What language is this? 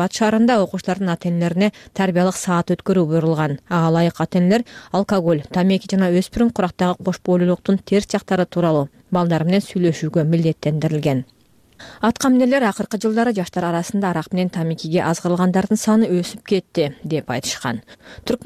Kyrgyz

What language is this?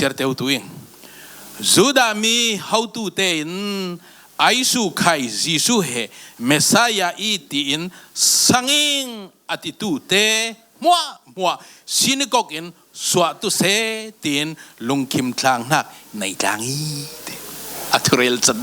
Falam Chin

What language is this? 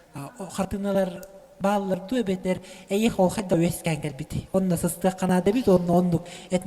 Yakut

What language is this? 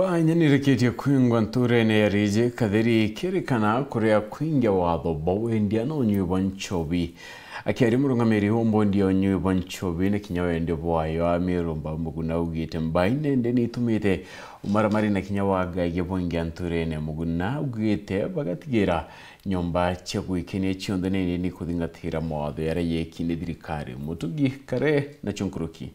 Meru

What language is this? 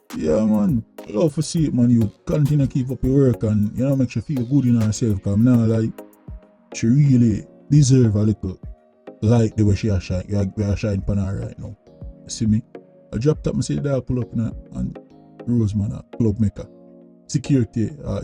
Jamaican Creole English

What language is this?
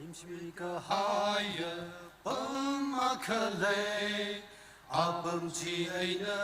Tangkhul Naga (India)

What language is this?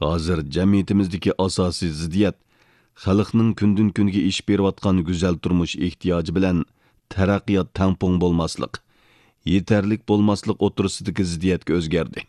Uyghur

